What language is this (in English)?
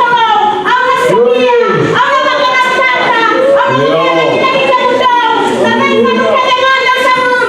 Fijian